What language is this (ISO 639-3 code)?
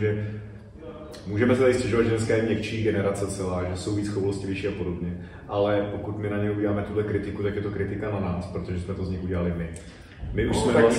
ces